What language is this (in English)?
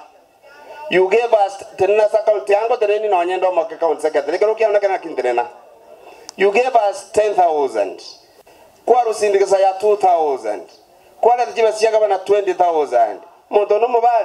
Gusii